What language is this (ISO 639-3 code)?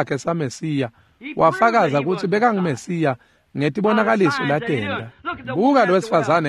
ssw